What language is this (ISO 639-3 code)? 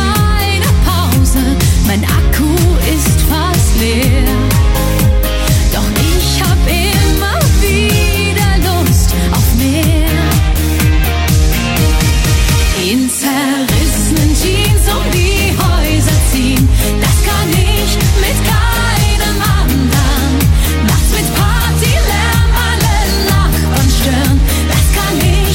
deu